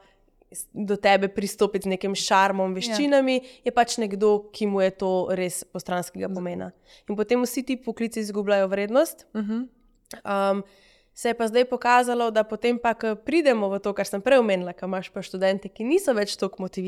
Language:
Slovenian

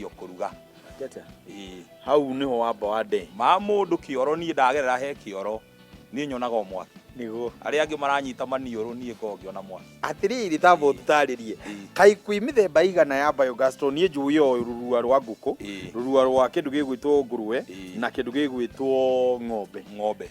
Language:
Kikuyu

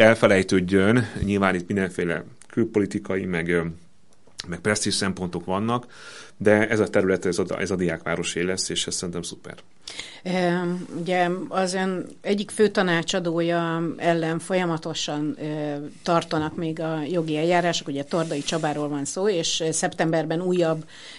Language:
Hungarian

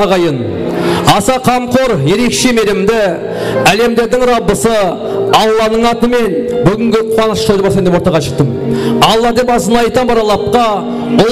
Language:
Kara-Kalpak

